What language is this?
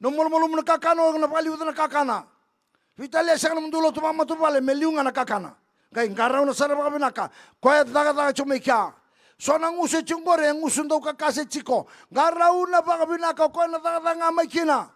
Fijian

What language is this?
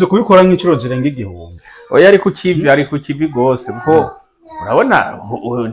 Rundi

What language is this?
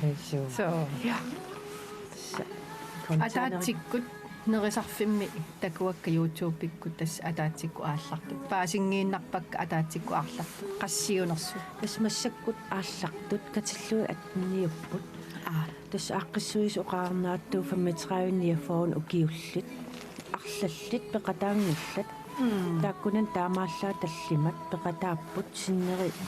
Kalaallisut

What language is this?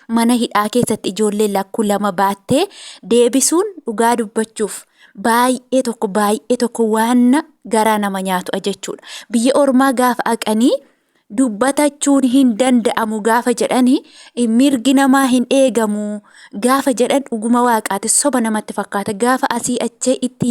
Oromo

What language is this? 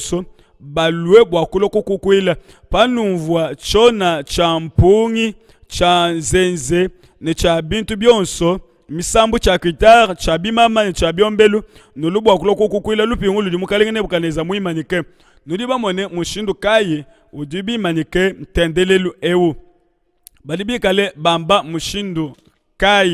Luba-Lulua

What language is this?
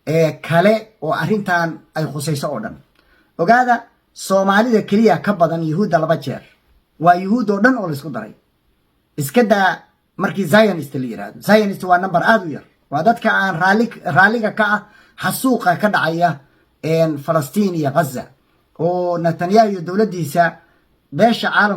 Somali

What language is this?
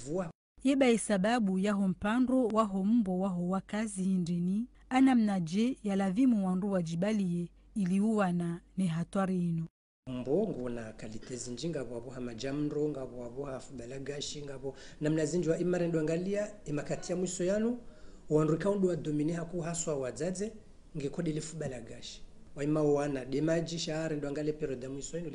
Ngazidja Comorian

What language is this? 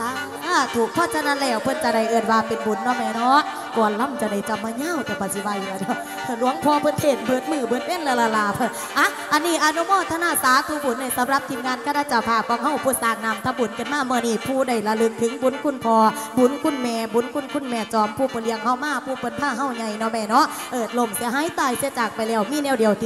Northeastern Thai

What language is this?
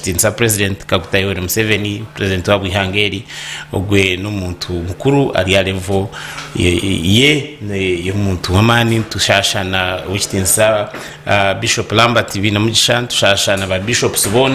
Nyankole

